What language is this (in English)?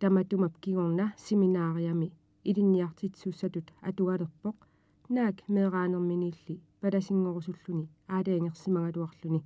Kalaallisut